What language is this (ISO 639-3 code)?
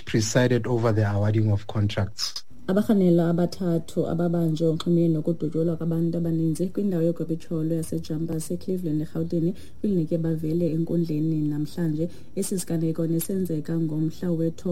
xho